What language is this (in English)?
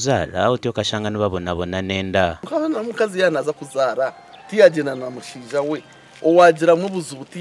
Nyankole